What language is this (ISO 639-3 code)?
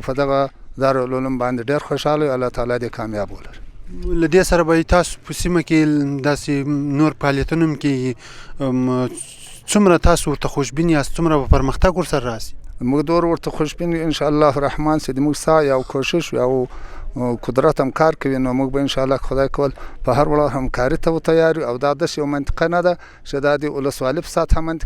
pus